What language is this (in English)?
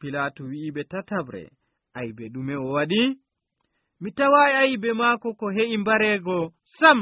Nigerian Fulfulde